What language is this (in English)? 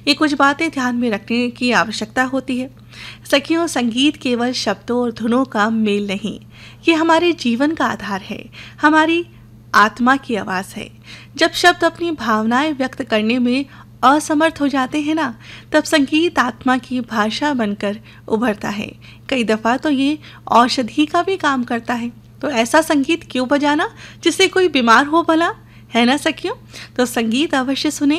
Hindi